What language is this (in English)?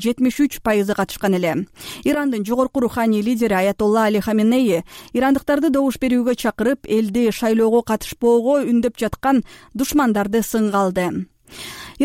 Kyrgyz